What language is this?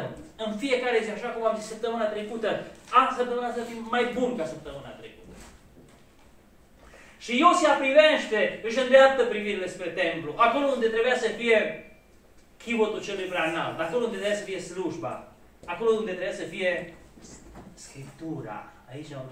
Romanian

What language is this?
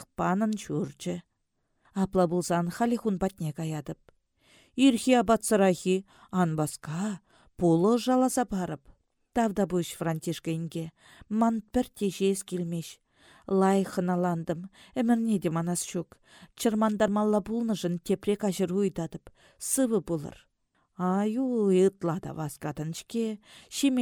Chuvash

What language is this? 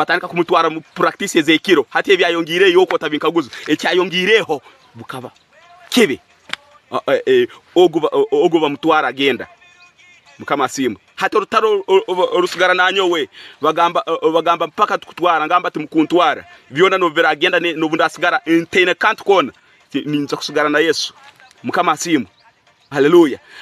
Tooro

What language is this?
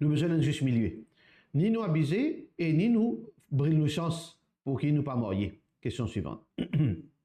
Morisyen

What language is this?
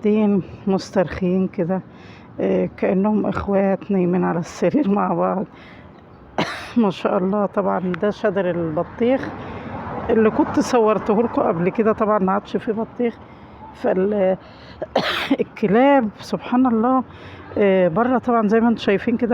Egyptian Arabic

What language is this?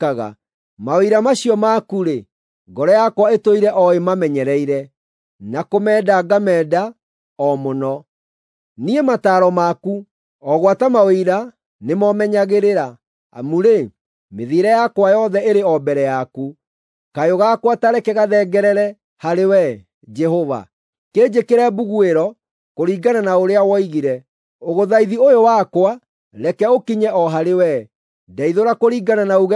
Kikuyu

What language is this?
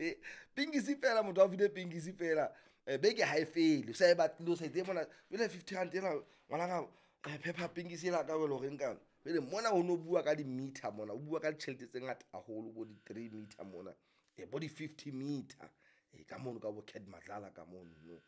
Southern Sotho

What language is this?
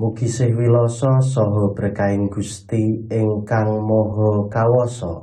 Javanese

